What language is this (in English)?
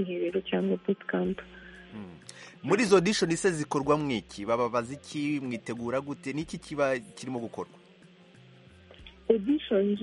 Kinyarwanda